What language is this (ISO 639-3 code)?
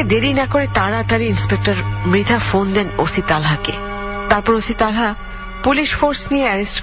ben